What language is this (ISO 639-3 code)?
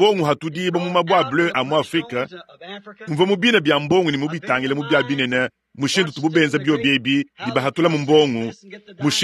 lua